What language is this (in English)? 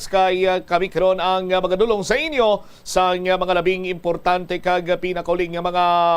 Hiligaynon